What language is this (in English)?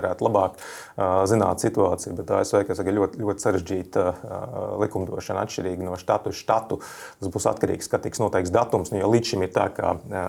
Latvian